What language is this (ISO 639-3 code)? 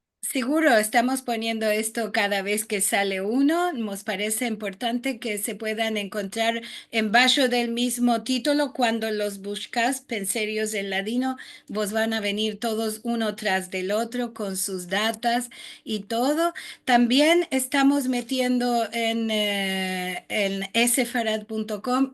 lad